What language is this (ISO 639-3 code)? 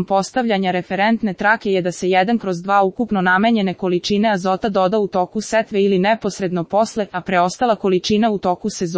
srp